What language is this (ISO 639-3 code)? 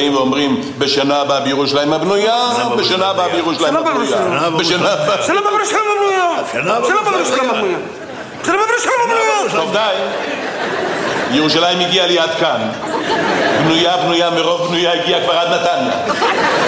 heb